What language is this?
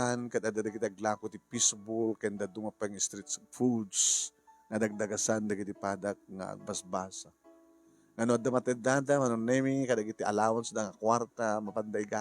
Iloko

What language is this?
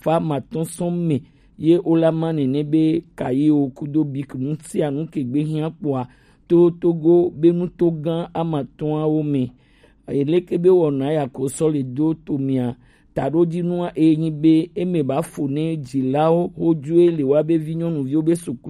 Gen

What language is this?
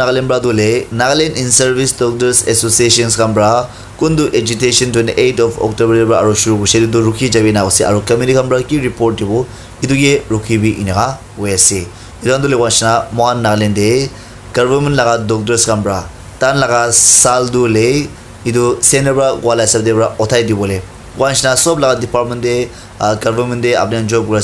Naga Pidgin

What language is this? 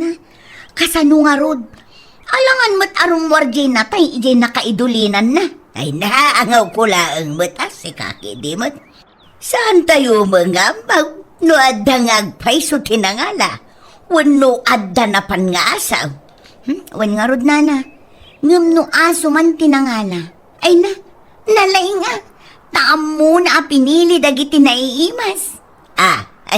Iloko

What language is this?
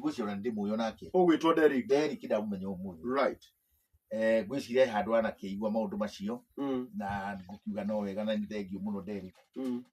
Kikuyu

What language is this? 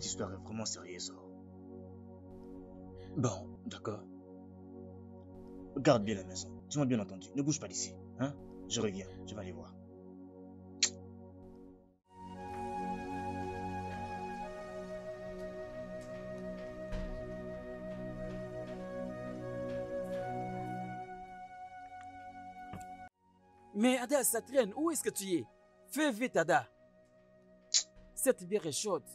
French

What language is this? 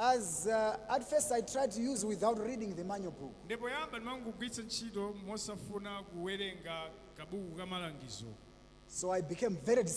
Nyanja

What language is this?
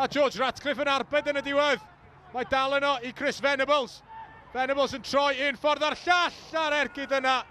Welsh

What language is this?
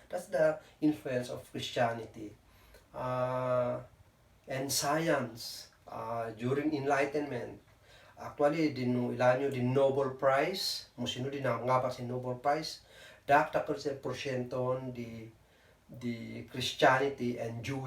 Kankanaey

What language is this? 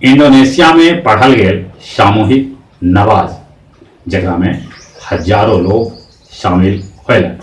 Magahi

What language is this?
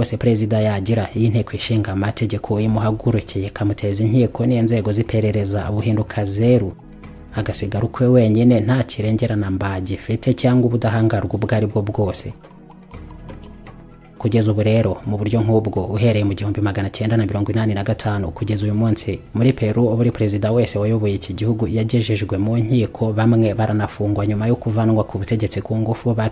Kinyarwanda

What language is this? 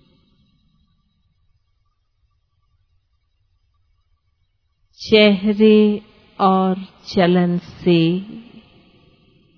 Hindi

